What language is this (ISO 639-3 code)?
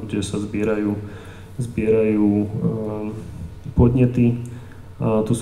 slk